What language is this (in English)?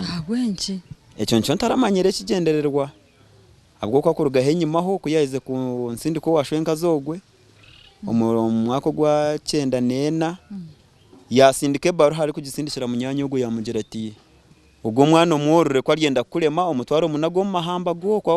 Nyankole